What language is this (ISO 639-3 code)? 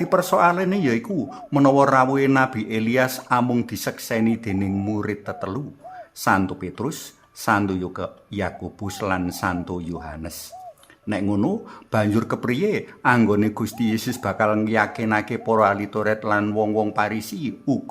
jav